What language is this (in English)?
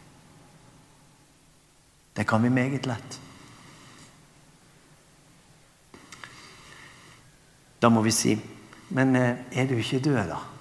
Norwegian